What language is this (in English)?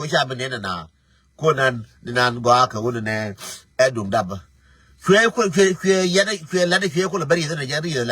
Nuer